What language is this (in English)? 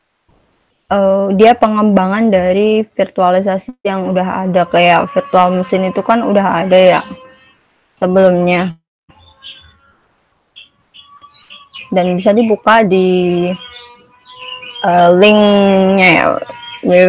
Indonesian